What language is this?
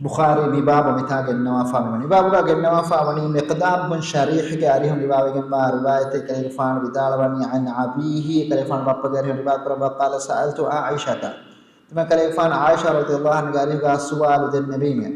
Divehi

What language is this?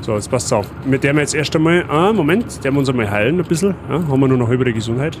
Bavarian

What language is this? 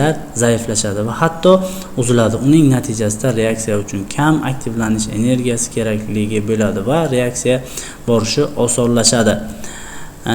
Uzbek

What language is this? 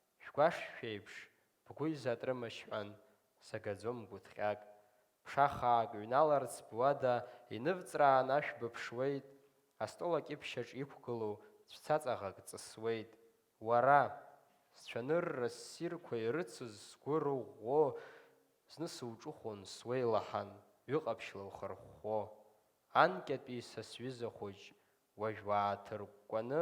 Abkhazian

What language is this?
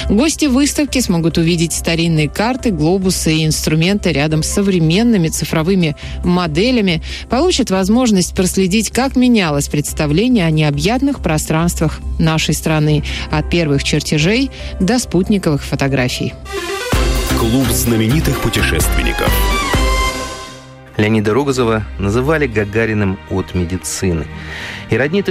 Russian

